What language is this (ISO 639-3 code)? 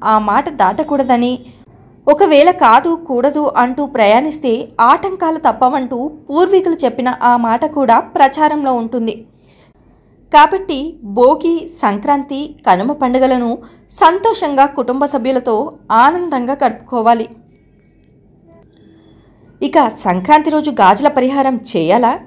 tel